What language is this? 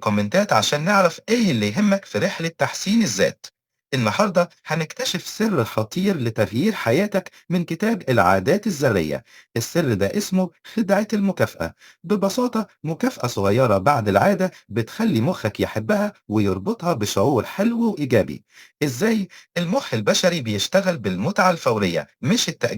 Egyptian Arabic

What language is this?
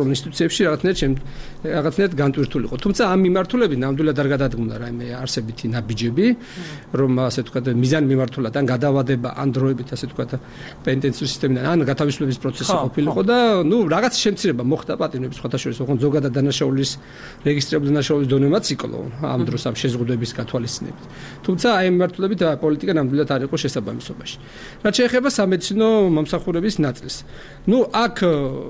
Georgian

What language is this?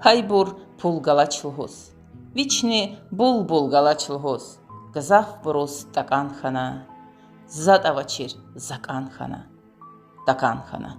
Lezghian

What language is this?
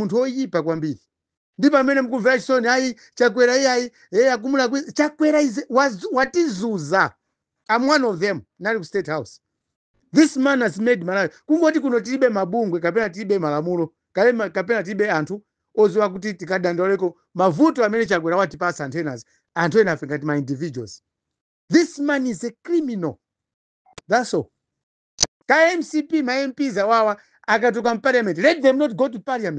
Nyanja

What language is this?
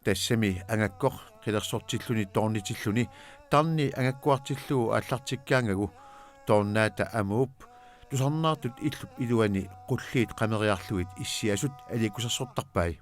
Kalaallisut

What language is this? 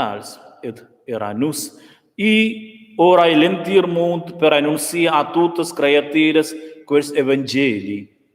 Romansh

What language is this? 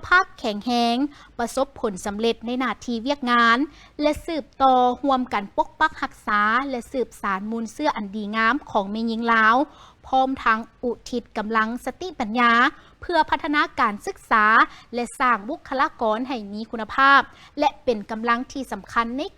Lao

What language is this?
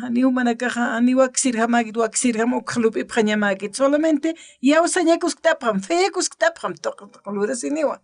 Aymara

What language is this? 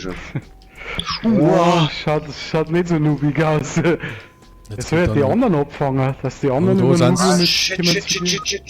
Bavarian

